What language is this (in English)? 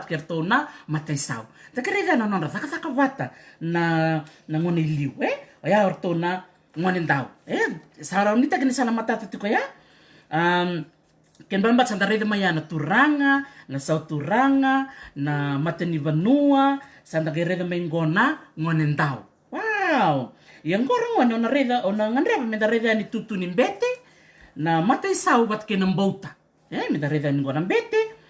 Fijian